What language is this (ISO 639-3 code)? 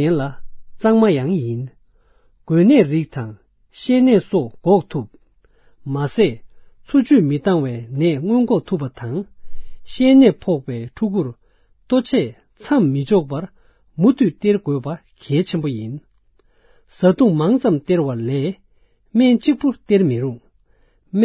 bod